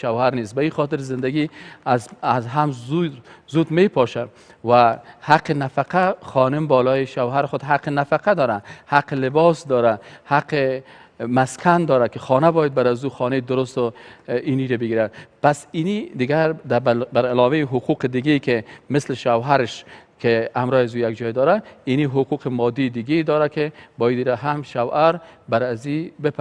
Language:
Persian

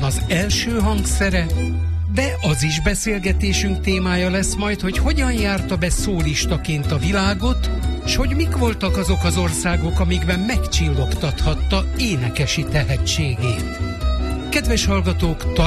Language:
Hungarian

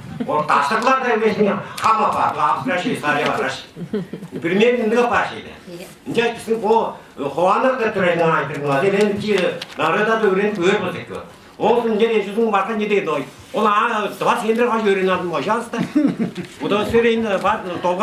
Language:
Tuvinian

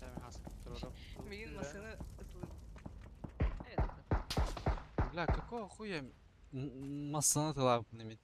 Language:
Yakut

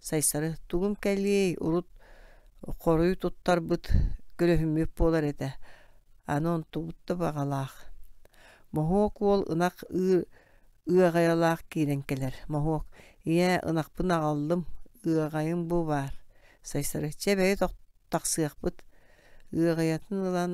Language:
Yakut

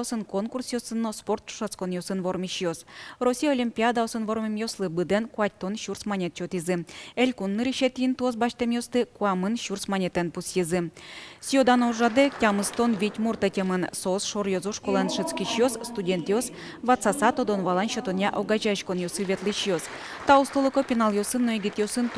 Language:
Udmurt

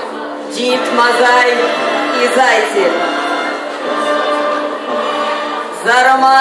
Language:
Ukrainian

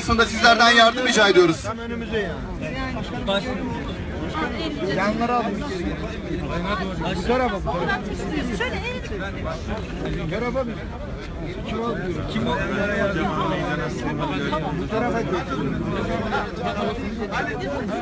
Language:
Turkish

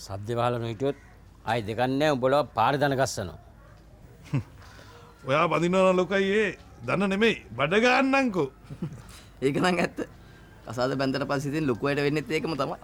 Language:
Sinhala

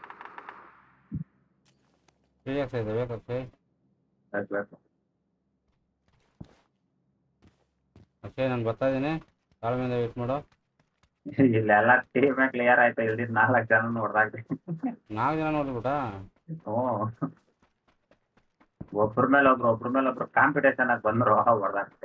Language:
Kannada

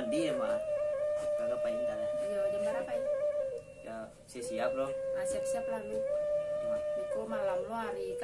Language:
Minangkabau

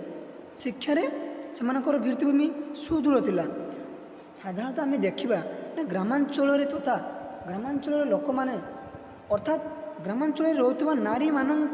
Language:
Odia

